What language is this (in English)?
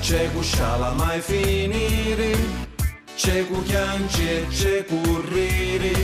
Sicilian